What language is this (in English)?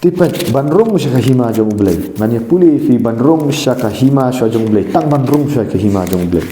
Khasi